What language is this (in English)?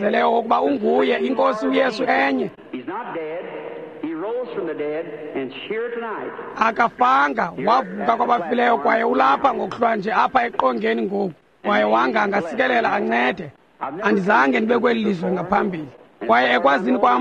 Xhosa